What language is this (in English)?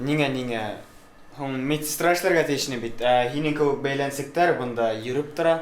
Bashkir